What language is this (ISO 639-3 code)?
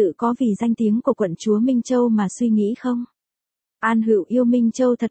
vie